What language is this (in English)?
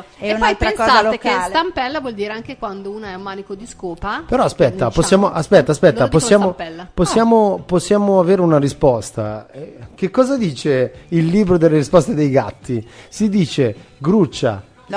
Italian